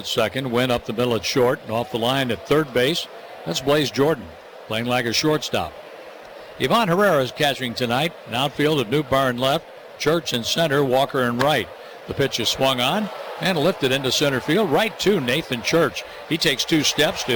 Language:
English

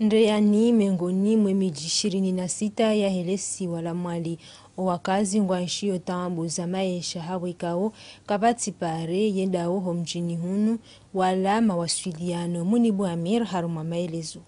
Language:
Ngazidja Comorian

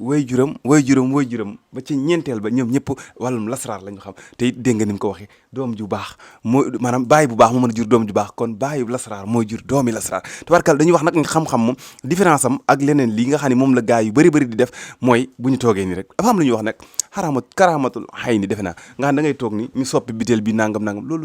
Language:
Wolof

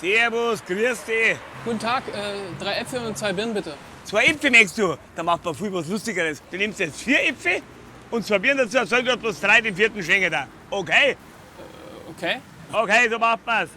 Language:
Bavarian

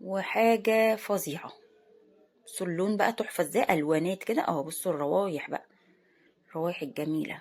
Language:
Egyptian Arabic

